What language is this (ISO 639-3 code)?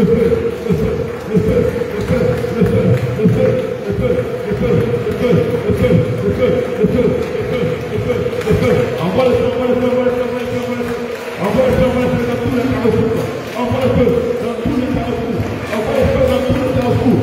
fra